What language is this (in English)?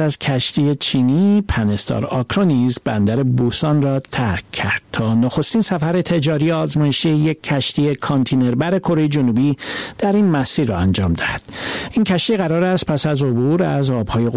Persian